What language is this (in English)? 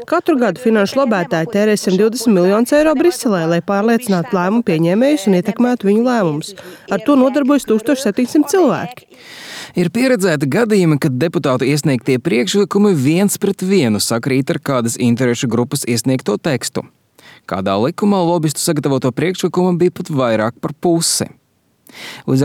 Latvian